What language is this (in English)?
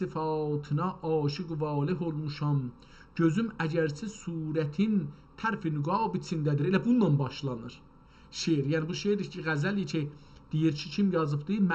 South Azerbaijani